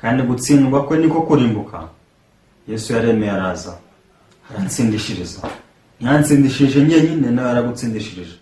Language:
Kinyarwanda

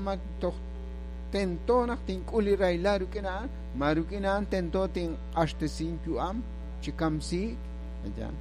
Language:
Kekchí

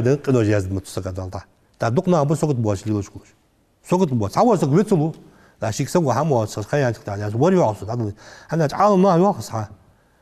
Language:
Ingush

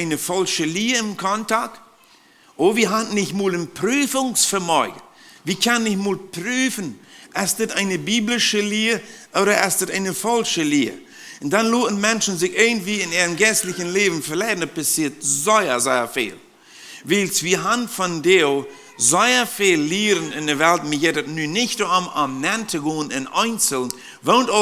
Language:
Plautdietsch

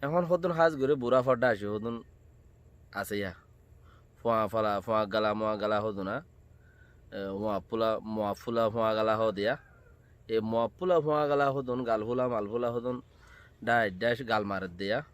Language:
Rohingya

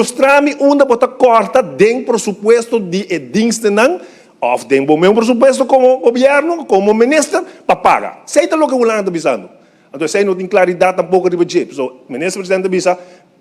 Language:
Papiamento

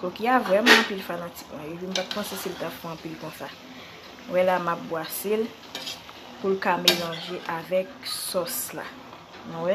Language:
Haitian Creole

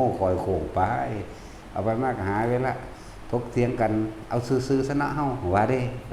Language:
Northeastern Thai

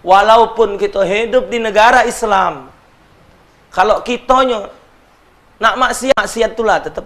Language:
Musi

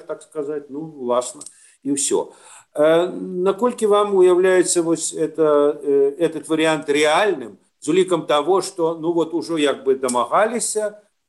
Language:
Belarusian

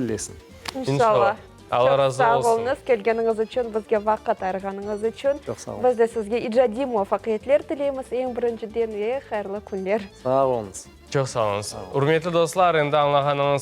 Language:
Crimean Tatar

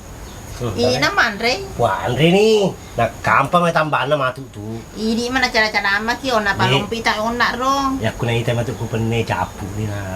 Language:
Buginese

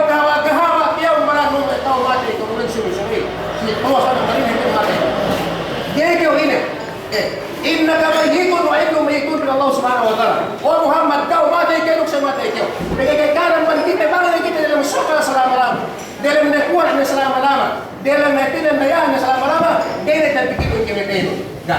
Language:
Yakan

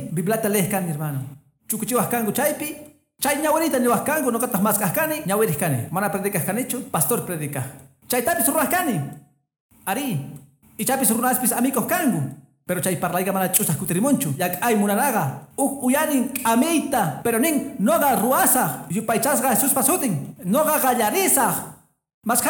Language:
Quechua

